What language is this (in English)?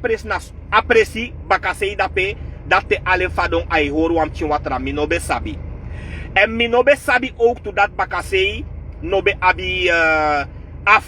Sranan Tongo